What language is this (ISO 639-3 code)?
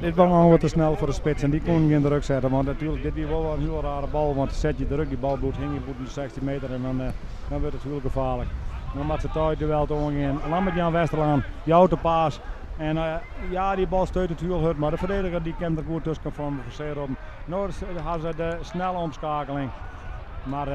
fry